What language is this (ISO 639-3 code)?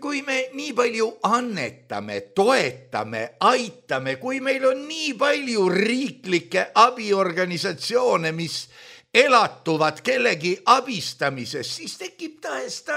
est